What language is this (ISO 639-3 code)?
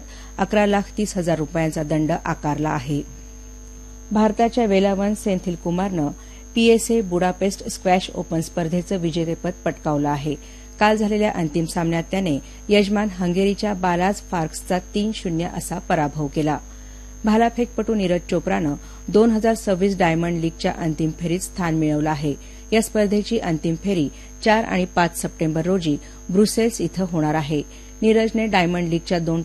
mar